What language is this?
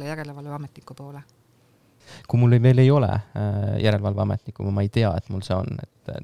Estonian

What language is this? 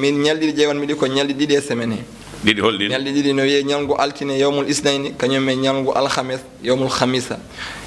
Fula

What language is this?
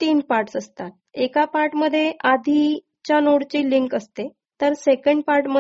Marathi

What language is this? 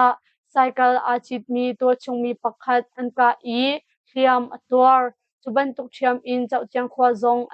Hakha Chin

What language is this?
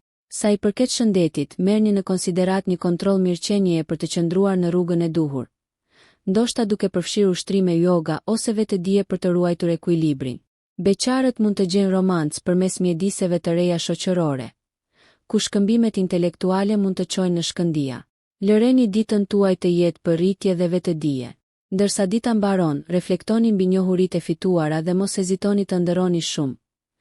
Albanian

